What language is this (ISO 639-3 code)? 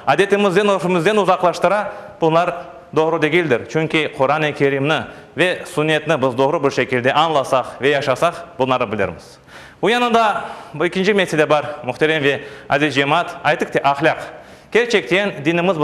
crh